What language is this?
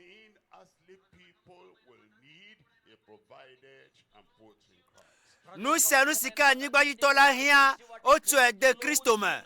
Ewe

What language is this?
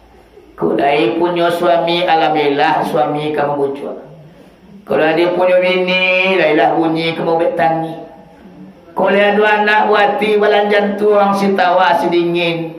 Minangkabau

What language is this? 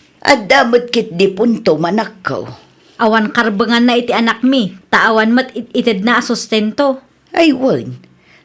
Iloko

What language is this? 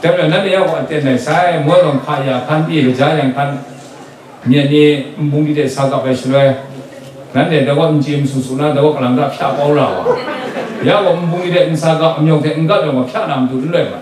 Kachin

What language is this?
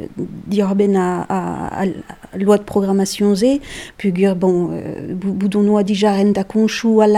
Breton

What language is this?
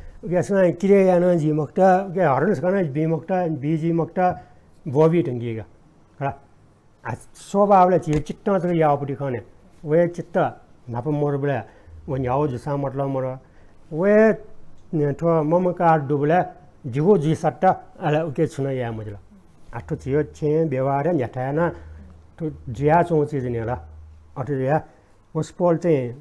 Newari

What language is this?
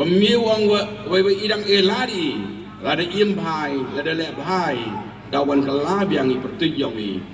Pnar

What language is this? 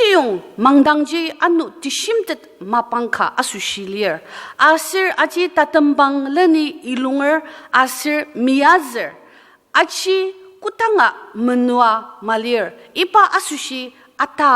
Ao Naga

